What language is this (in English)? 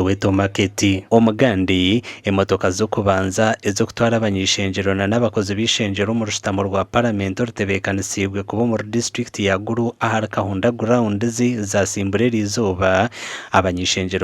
Nyankole